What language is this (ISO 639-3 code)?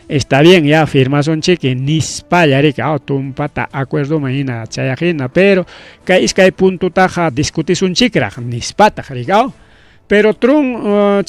quy